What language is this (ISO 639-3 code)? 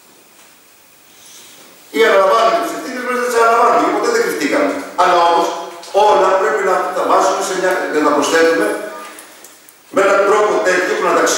ell